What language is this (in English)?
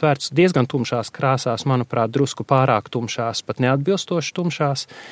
Latvian